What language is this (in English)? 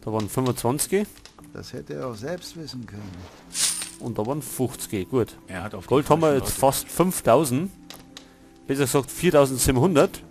Bavarian